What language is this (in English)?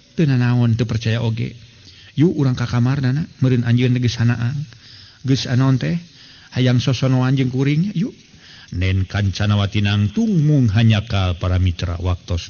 Sundanese